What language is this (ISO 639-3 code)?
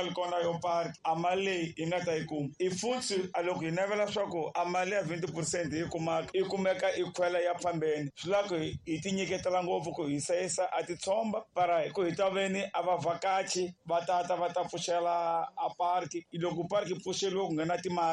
tso